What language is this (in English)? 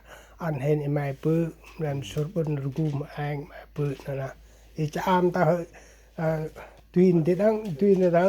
Central Mnong